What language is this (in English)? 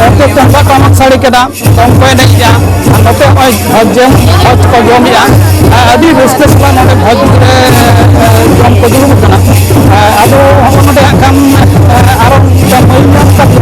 Santali